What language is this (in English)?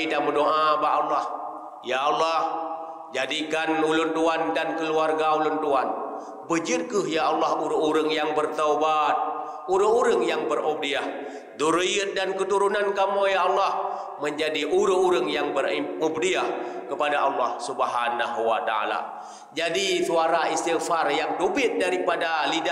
Achinese